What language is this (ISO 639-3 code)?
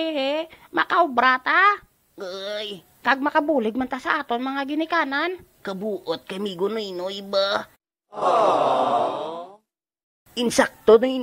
hil